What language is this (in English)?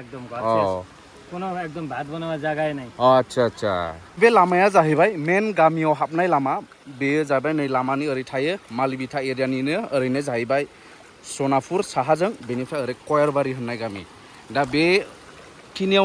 Bodo